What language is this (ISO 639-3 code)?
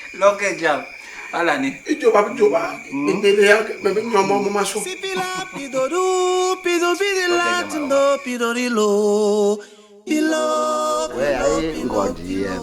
bas